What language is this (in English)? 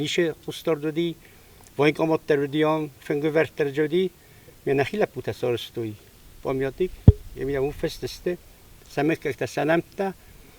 Ossetic